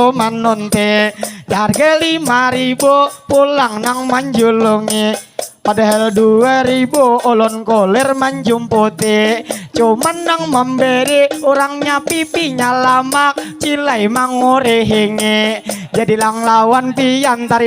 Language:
Banjar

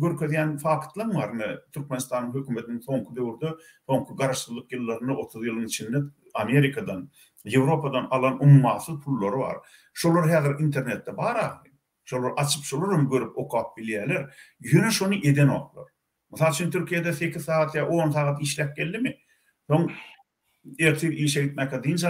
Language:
Turkmen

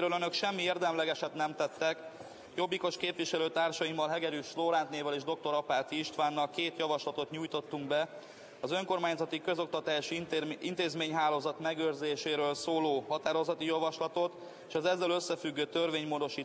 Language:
Hungarian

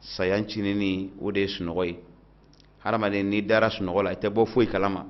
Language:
Bambara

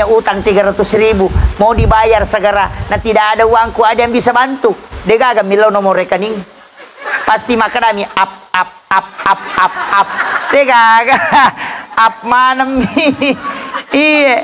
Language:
Buginese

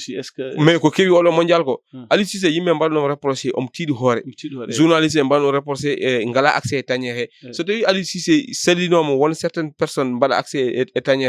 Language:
Fula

